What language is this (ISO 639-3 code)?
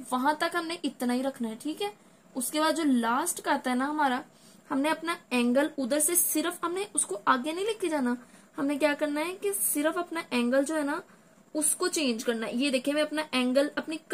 hin